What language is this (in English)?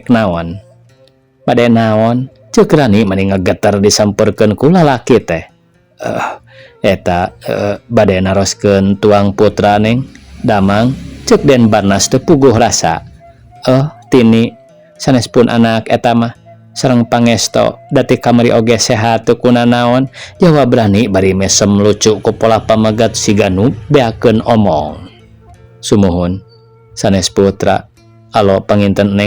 Sundanese